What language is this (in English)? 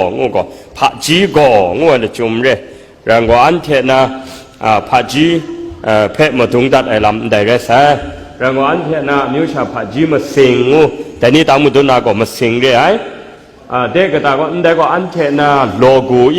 Kachin